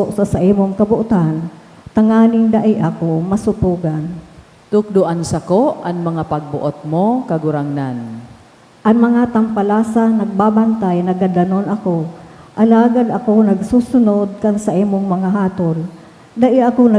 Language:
Bikol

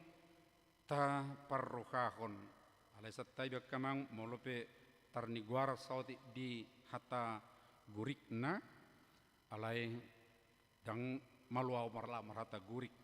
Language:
Batak Toba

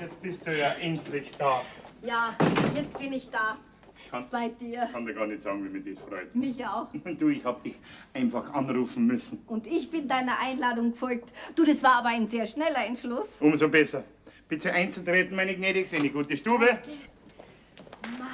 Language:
Bavarian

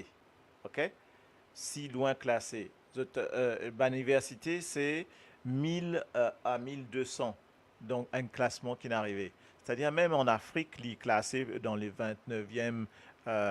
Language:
Morisyen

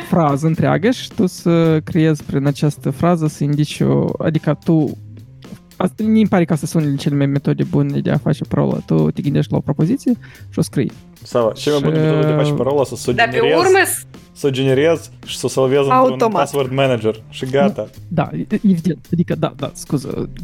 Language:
Romanian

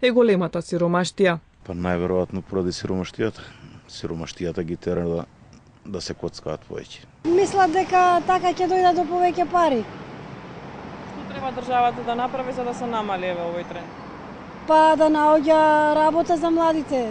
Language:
Macedonian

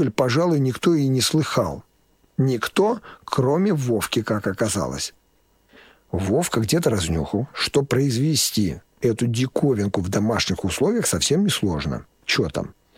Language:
Russian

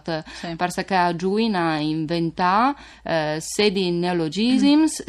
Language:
Friulian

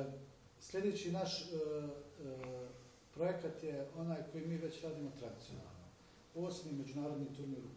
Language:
Bosnian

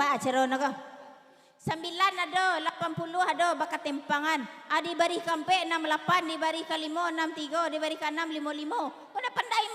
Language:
Minangkabau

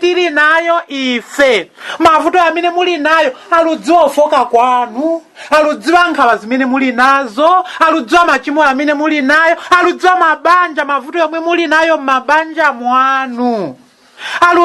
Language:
Nyanja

